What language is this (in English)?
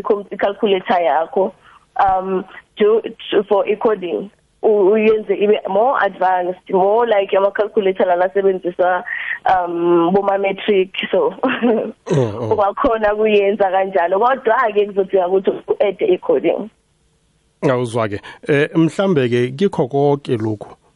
South Ndebele